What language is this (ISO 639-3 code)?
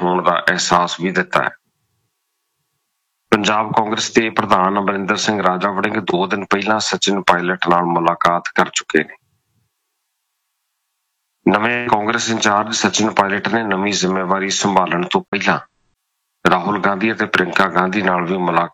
pan